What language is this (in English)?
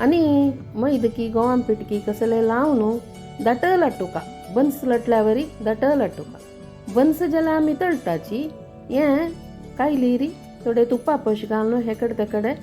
Konkani